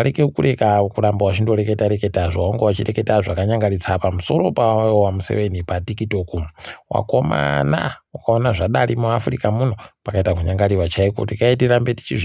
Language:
Ndau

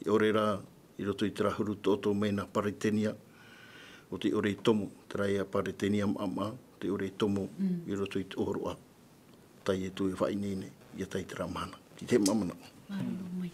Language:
Tahitian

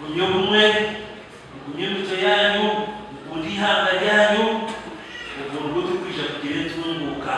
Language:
Nyankole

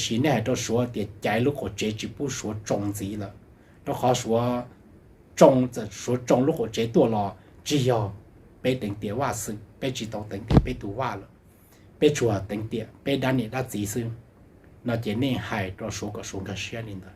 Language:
Hmong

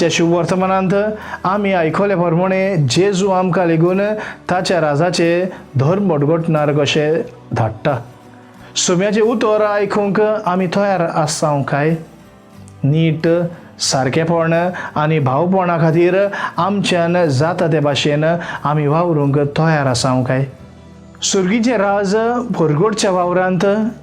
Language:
Konkani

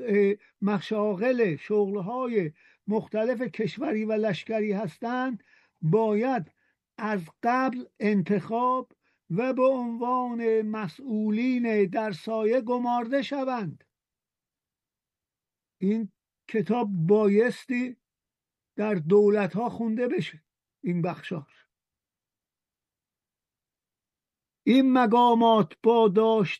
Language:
Persian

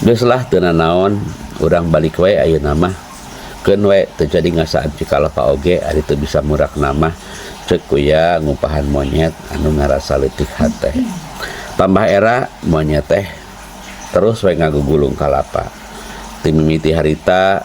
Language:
Sundanese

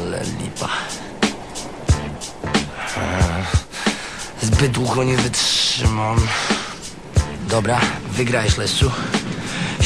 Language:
Polish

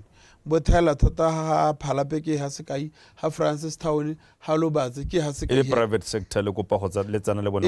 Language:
Tswana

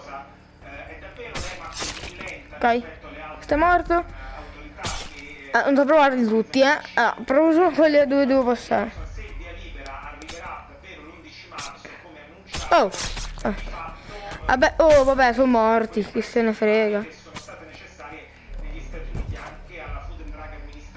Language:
Italian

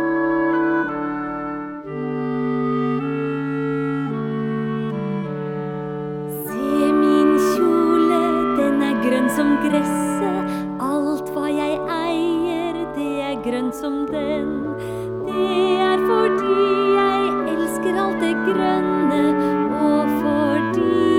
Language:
Norwegian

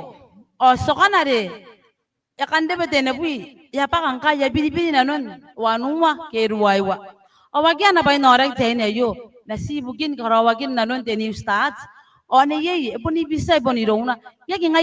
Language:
Gilbertese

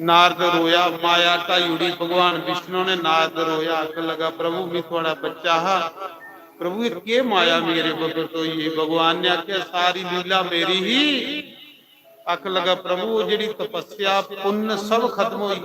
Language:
Dogri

